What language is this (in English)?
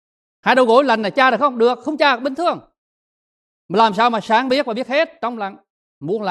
Vietnamese